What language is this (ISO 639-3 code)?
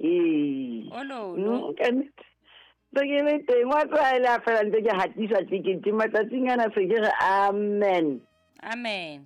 sot